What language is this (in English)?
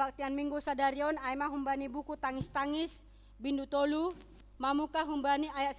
Batak Simalungun